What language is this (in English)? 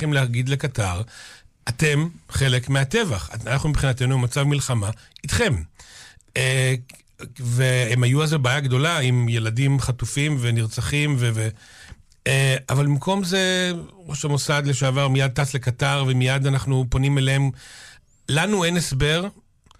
Hebrew